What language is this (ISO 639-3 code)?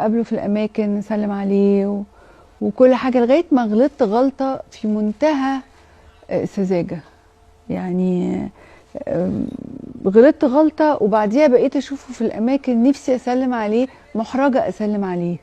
arz